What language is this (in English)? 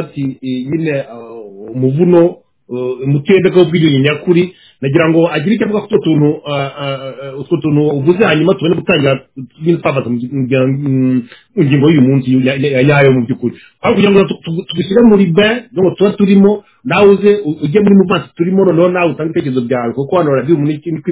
Kinyarwanda